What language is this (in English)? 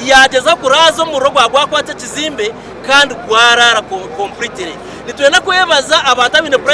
Nyankole